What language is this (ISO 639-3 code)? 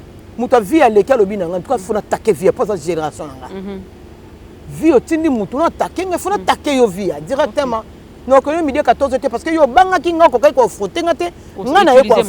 lin